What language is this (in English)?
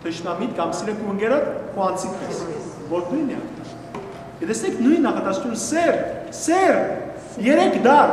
Western Armenian